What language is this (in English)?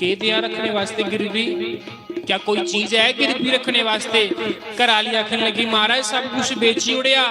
Dogri